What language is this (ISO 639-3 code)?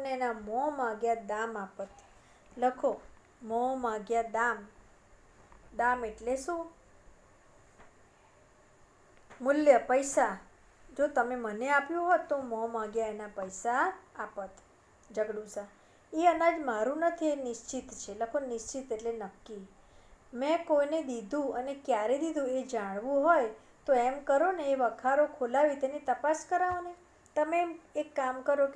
guj